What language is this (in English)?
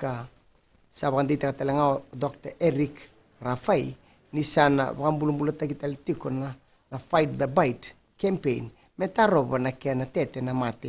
Fijian